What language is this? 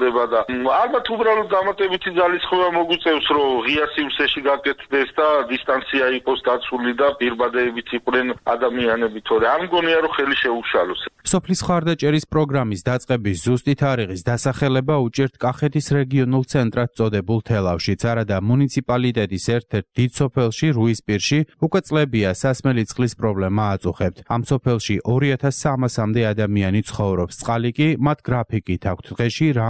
Georgian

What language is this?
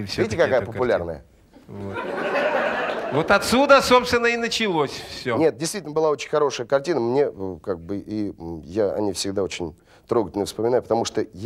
Russian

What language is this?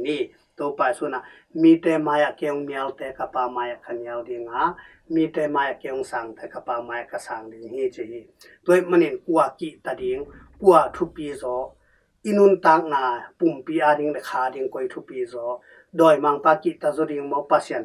Tedim Chin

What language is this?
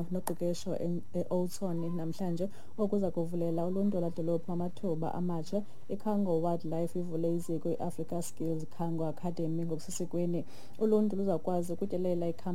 Xhosa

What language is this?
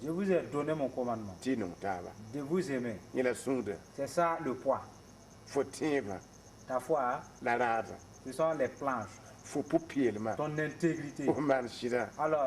Mossi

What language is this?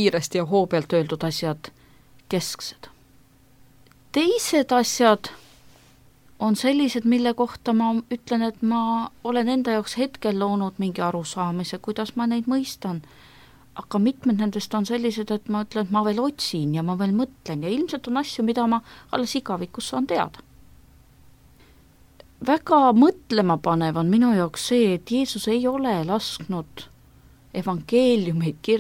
Estonian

